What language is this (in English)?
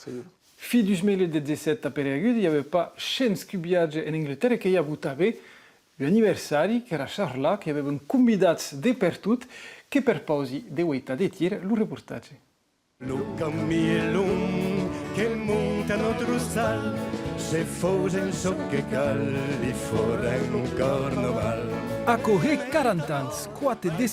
Occitan